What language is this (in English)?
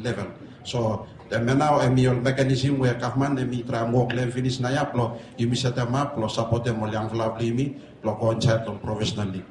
Bislama